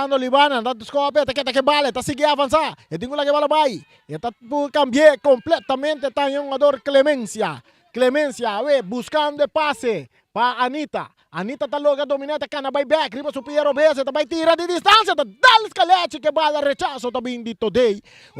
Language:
Papiamento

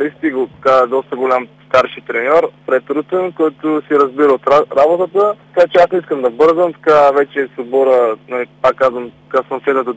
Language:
Bulgarian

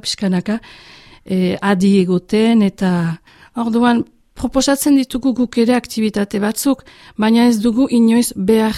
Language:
Basque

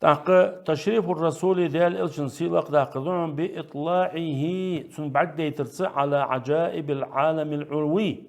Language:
Ingush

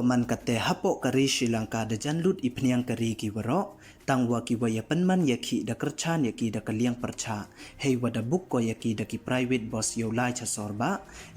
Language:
Pnar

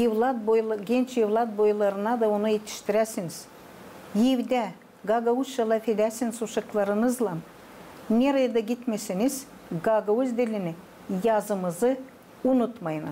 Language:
Gagauz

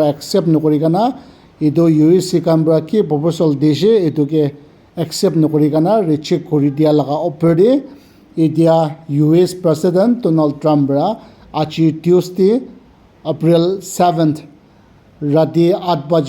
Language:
Naga Pidgin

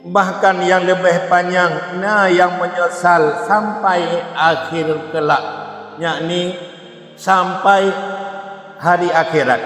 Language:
Achinese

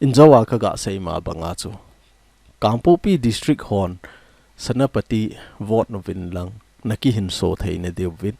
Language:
Thado Chin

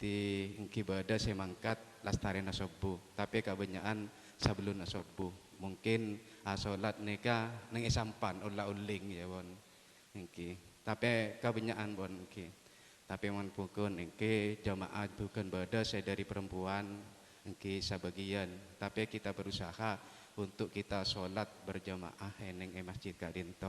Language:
Madurese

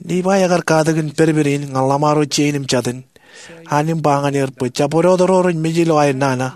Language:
Marshallese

